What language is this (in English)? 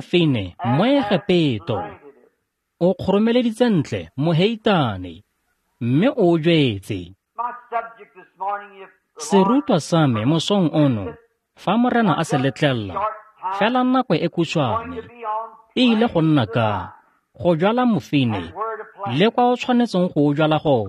Tswana